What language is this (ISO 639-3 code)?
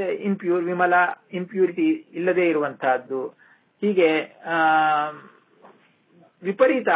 kan